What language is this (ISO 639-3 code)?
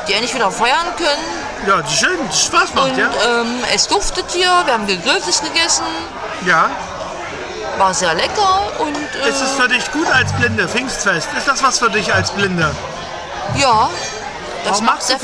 deu